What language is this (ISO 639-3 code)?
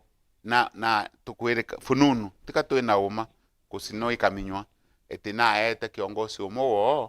mer